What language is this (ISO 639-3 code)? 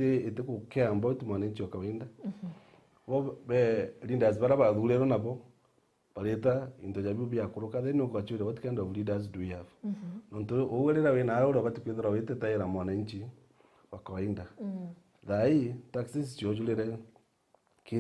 mer